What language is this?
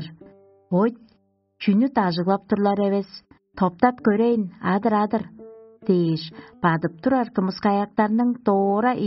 Tuvinian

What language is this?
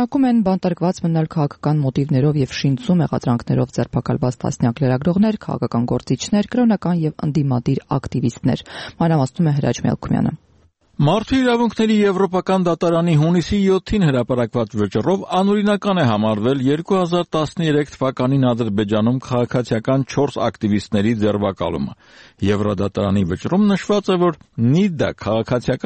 Armenian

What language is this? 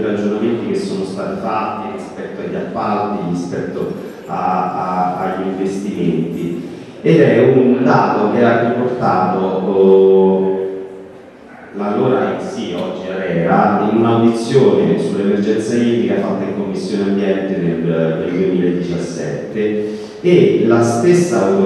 Italian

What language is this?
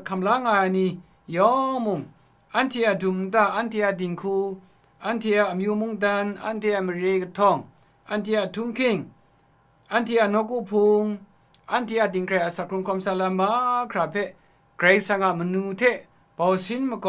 Kachin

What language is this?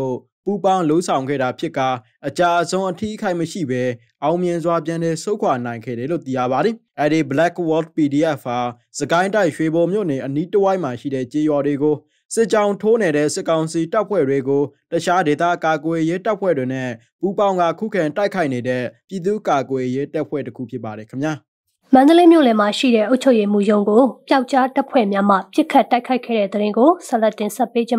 Burmese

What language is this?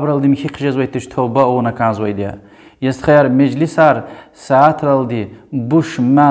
Lezghian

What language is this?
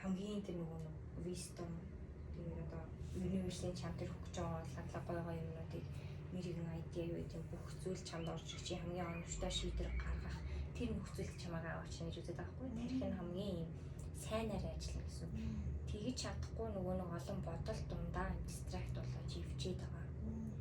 Mongolian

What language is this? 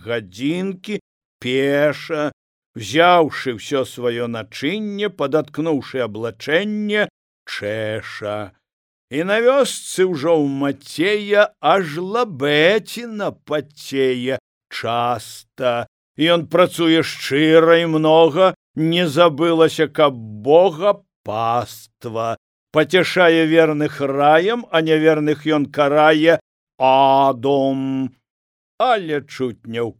Belarusian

